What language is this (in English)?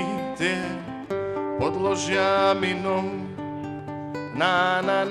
Slovak